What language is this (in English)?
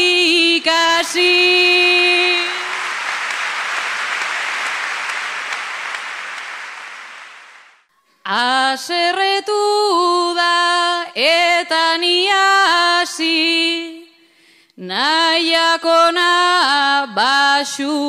Basque